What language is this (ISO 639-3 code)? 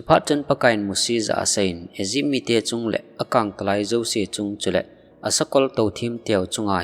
tcz